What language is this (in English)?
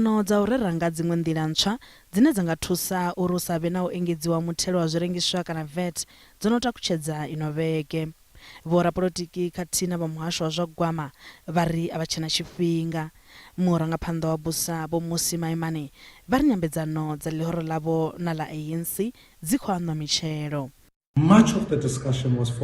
Venda